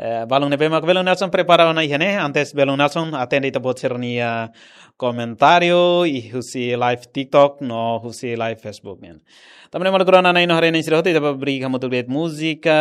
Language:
Tetum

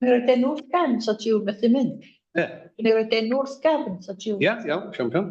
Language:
Welsh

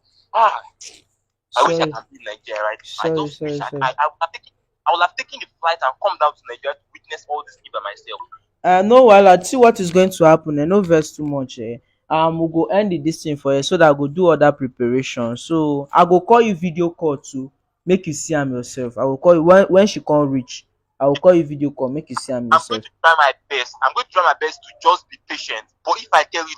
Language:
Nigerian Pidgin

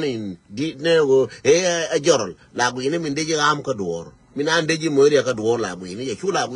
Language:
Nuer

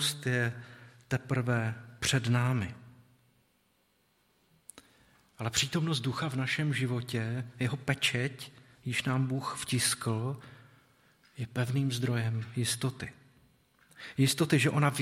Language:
Czech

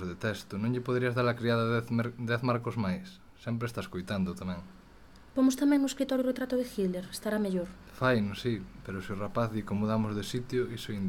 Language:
Galician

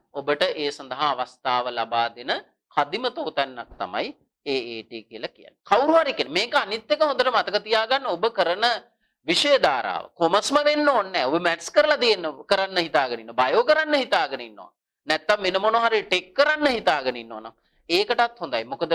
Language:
Sinhala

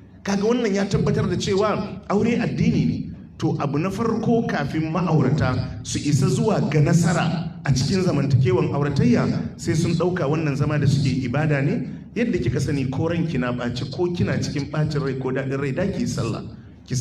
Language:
Hausa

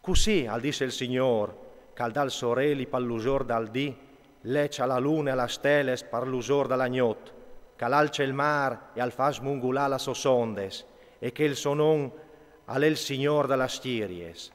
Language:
Friulian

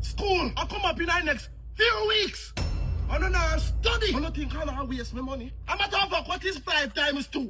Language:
Jamaican Creole English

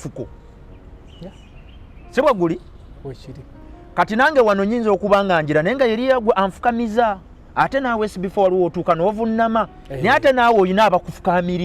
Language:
Ganda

